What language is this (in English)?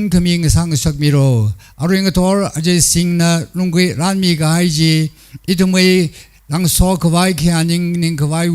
Tangkhul Naga (India)